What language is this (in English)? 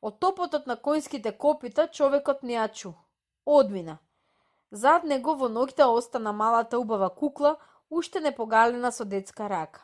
Macedonian